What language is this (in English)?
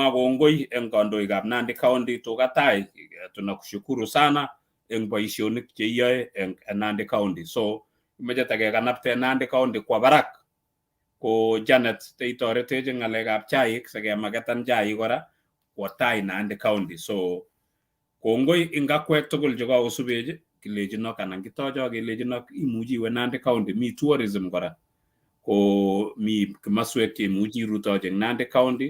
Kalenjin